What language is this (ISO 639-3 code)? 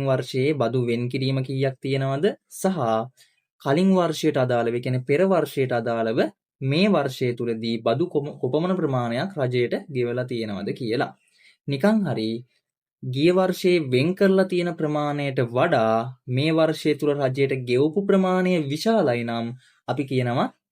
sin